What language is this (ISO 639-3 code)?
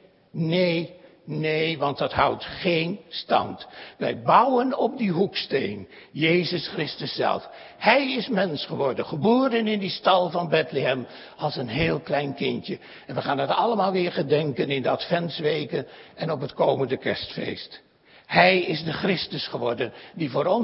nld